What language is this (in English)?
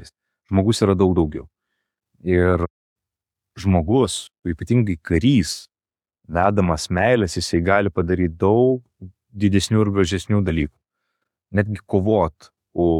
Lithuanian